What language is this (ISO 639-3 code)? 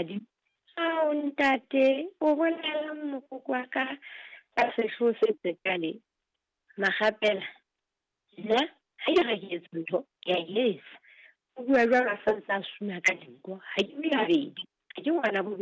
sot